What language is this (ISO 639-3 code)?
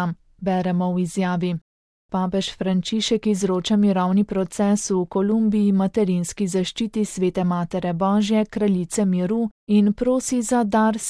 slv